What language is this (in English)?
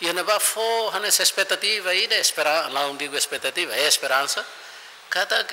Tetum